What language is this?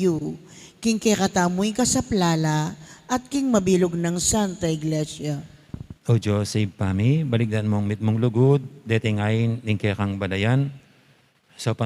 Pampanga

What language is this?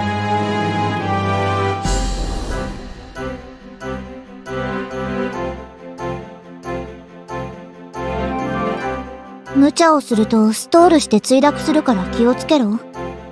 Japanese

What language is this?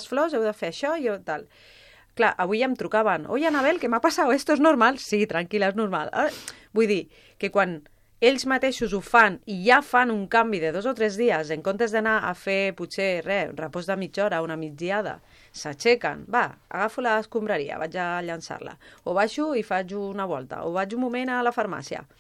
Catalan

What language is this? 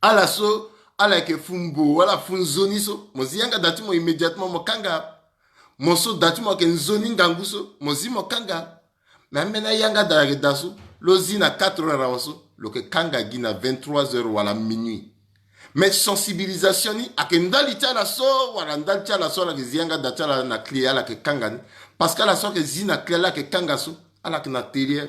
Sango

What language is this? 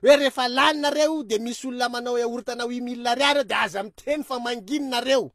Malagasy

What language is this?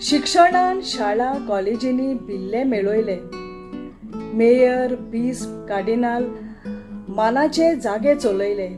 Konkani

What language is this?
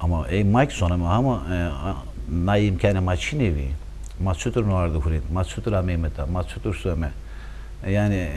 Zaza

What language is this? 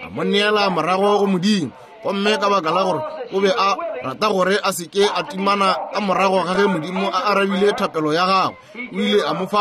Northern Sotho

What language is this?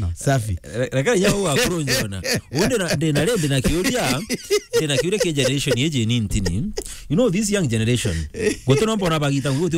Meru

